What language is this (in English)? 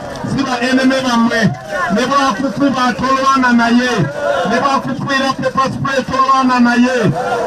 Ganda